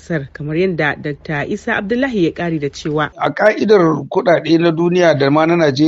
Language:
Hausa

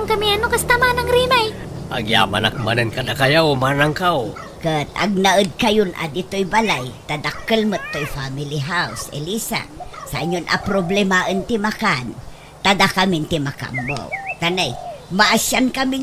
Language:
Iloko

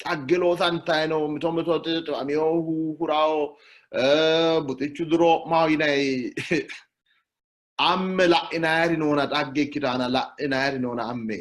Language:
Sidamo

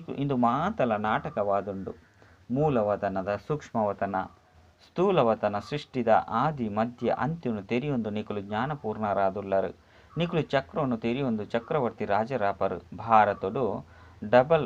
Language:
Tulu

